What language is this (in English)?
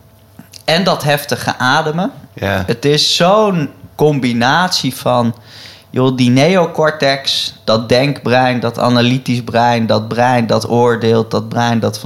Dutch